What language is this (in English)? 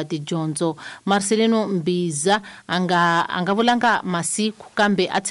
Tsonga